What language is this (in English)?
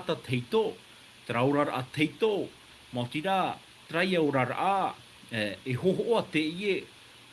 Tahitian